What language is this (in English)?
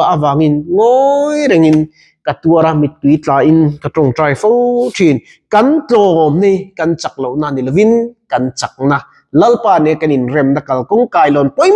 Mizo